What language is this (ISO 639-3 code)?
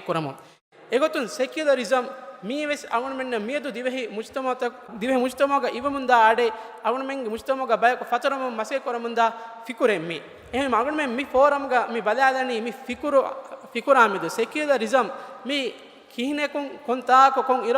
div